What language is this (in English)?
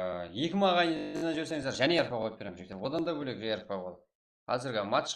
Kara-Kalpak